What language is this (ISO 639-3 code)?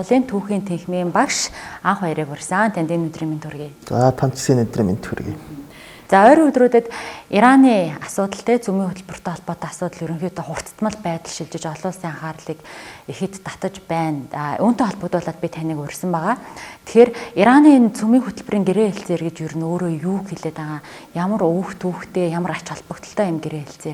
mon